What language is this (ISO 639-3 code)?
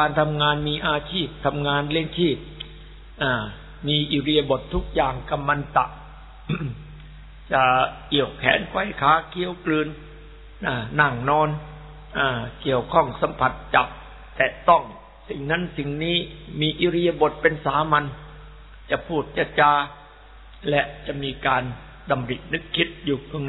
tha